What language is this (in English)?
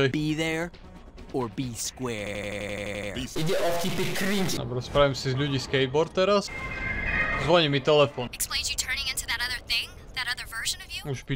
Slovak